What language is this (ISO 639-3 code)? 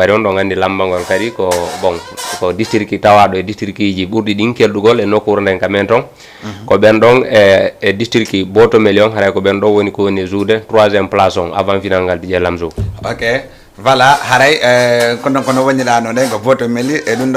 ful